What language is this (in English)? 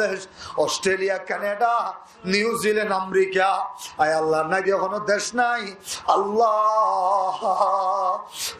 Rohingya